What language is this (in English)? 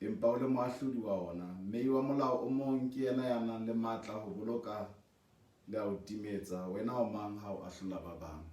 Southern Sotho